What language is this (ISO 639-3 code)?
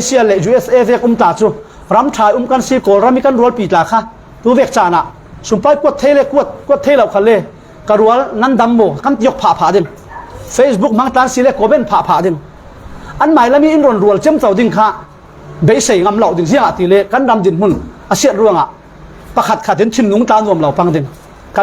cfm